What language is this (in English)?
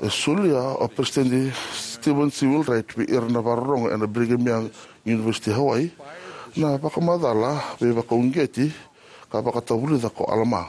Fijian